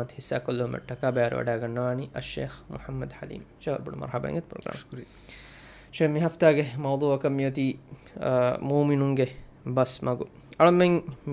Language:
Divehi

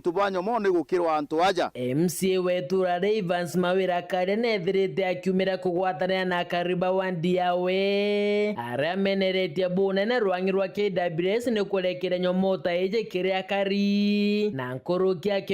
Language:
Meru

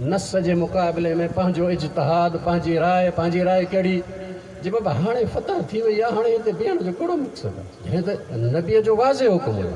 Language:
Sindhi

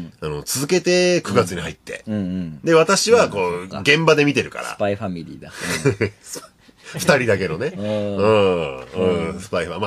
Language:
Japanese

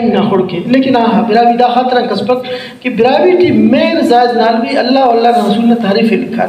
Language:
Brahui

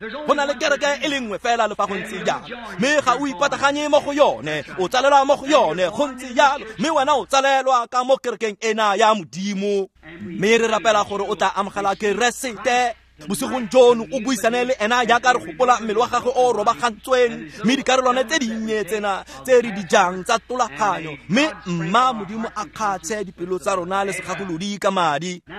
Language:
Tswana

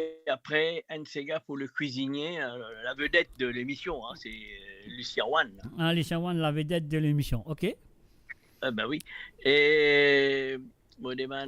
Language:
Morisyen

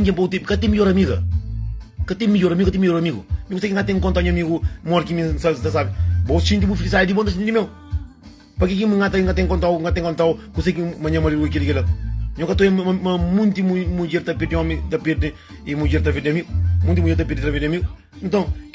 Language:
Kabuverdianu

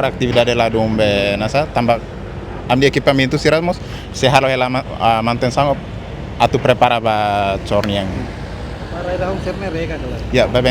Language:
Tetum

